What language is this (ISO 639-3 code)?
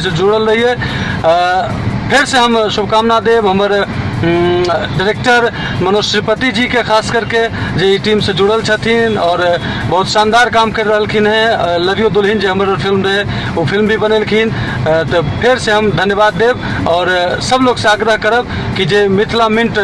mai